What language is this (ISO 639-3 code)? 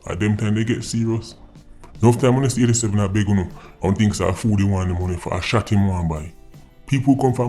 jam